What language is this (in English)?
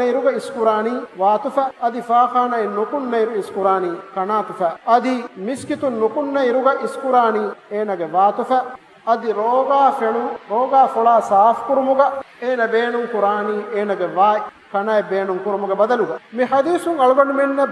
Divehi